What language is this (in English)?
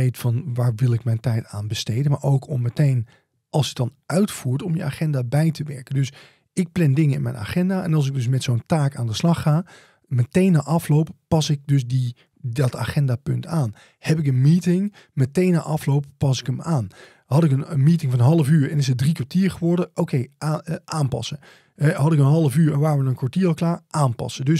Dutch